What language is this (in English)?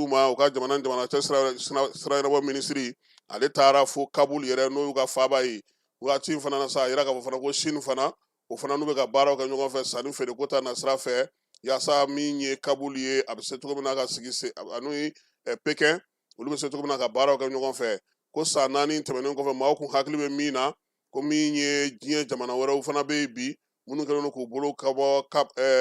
Bambara